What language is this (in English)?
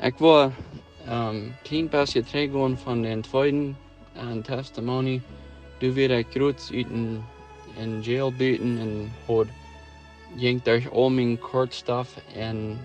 Plautdietsch